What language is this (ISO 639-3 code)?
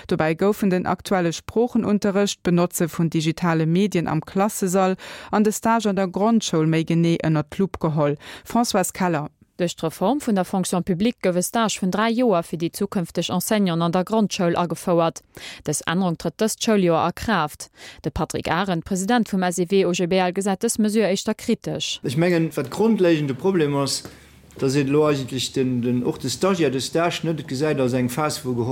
ltz